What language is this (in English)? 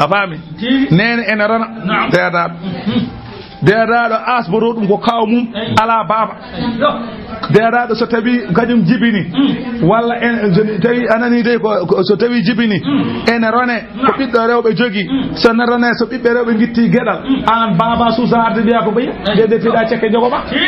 Fula